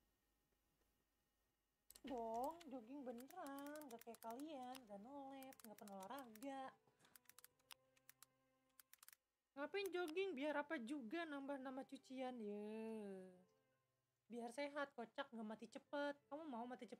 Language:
Indonesian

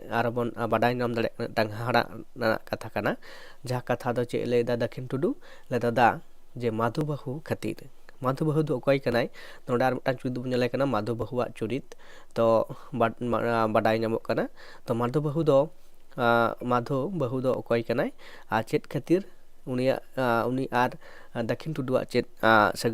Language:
Santali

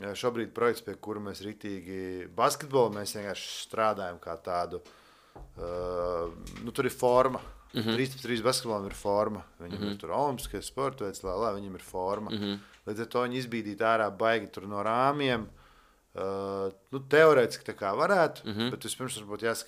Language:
Latvian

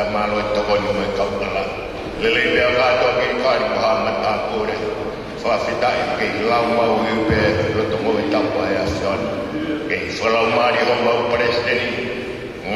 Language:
Tongan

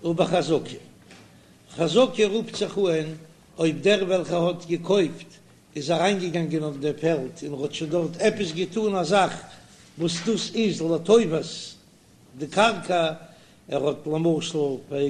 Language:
Yiddish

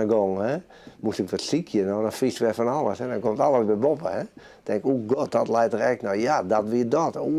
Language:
Western Frisian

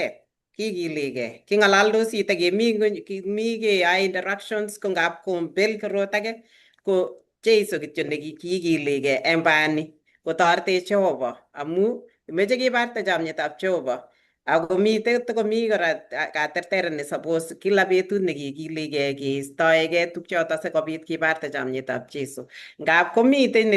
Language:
Kalenjin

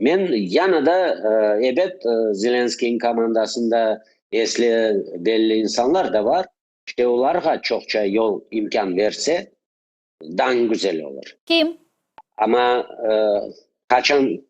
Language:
Crimean Tatar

